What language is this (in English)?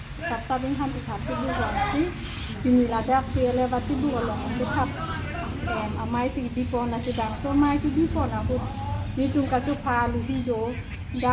Karbi